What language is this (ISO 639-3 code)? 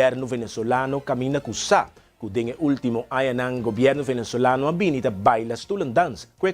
pap